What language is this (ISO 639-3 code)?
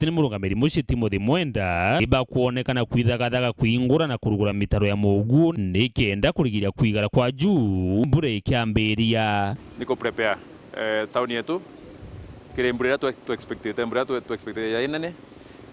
mer